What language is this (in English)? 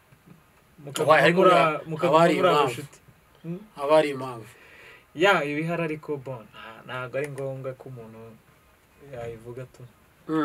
Kinyarwanda